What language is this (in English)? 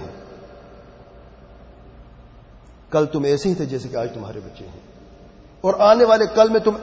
Urdu